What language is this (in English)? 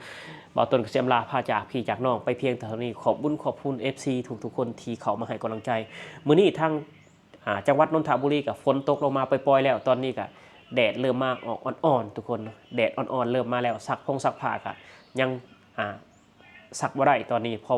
Lao